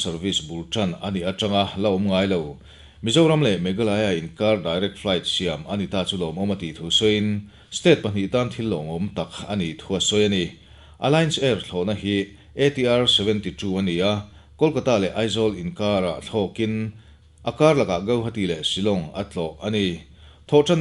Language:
Mizo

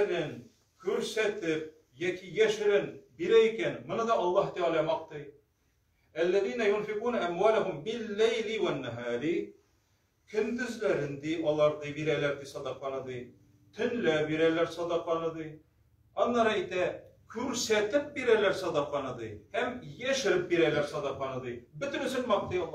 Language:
Tatar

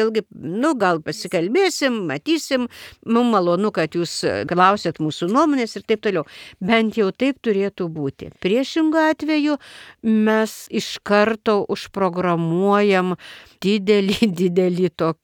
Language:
Lithuanian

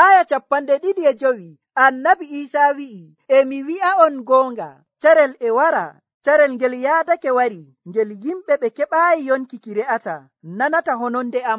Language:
Nigerian Fulfulde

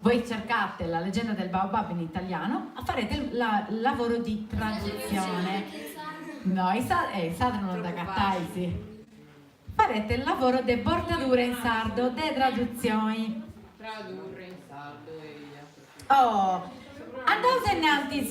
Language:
Sardinian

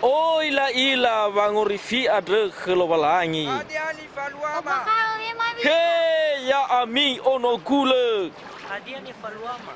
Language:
Nias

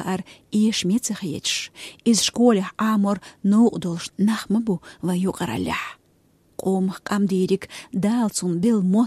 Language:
Chechen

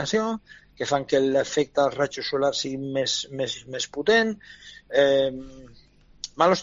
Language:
Catalan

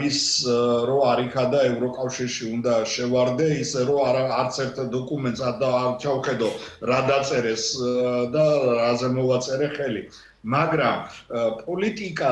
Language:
Georgian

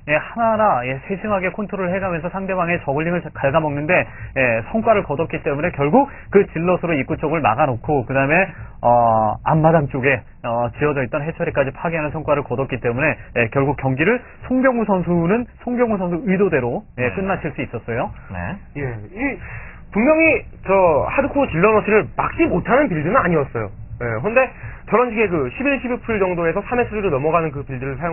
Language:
Korean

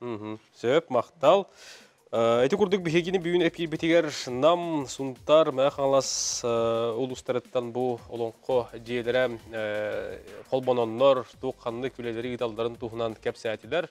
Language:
Yakut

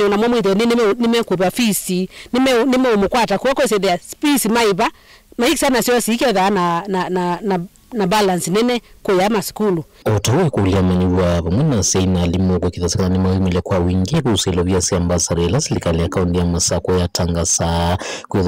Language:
Kamba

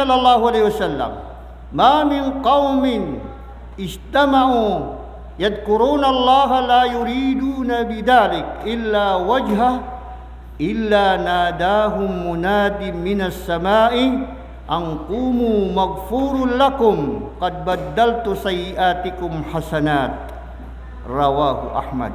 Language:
Maranao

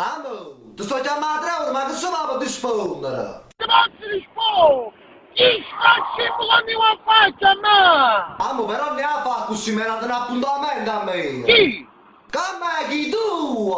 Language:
Neapolitan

